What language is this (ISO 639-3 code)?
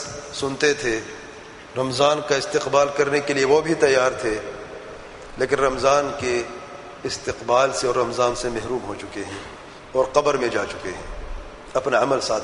urd